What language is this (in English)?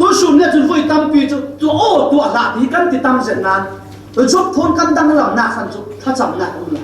Falam Chin